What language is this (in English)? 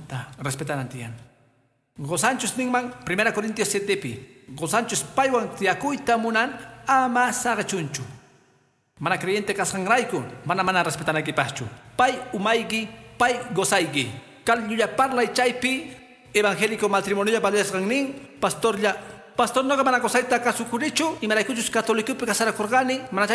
Quechua